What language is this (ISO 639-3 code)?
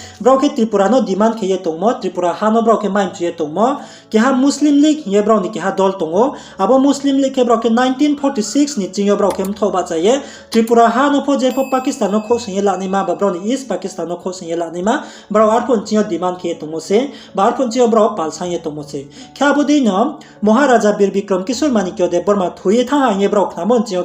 ria